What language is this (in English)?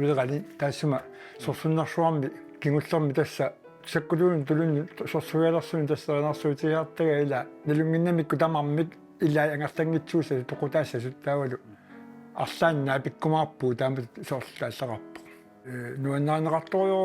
Kalaallisut